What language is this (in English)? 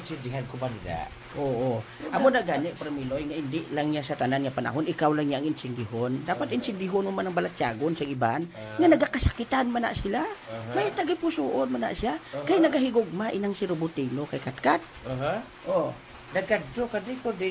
Hiligaynon